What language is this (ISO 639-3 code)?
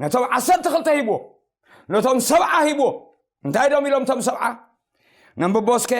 tir